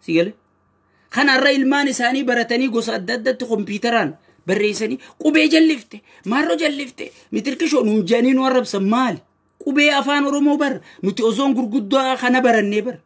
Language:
Oromo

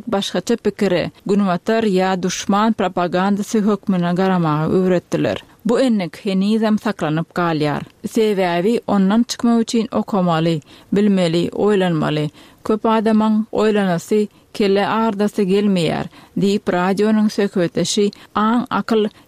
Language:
Turkmen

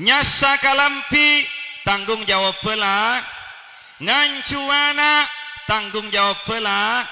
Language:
Madurese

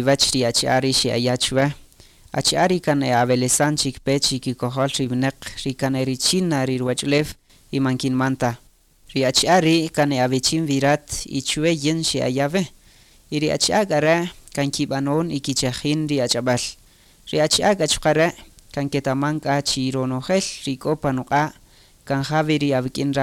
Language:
Kaqchikel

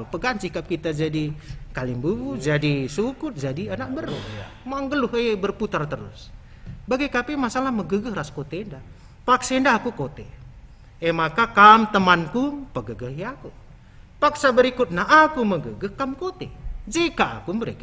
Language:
Batak Karo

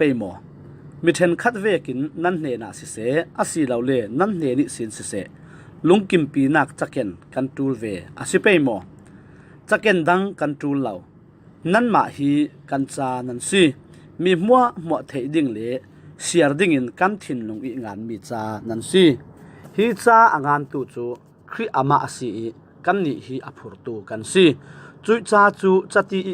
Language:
Falam Chin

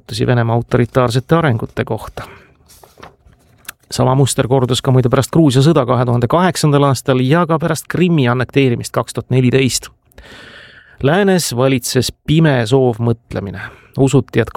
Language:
Estonian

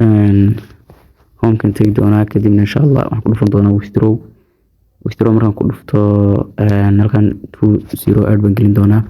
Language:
Somali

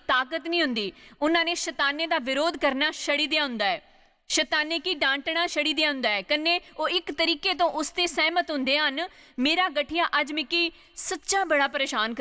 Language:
Dogri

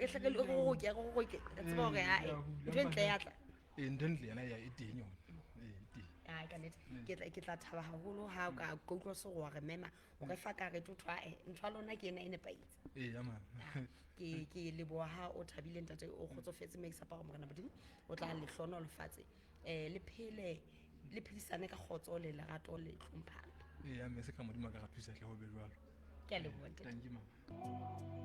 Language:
Southern Sotho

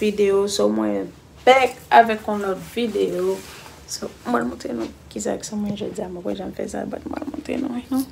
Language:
Haitian Creole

